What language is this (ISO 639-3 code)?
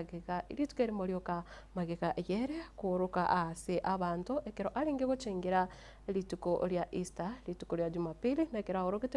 guz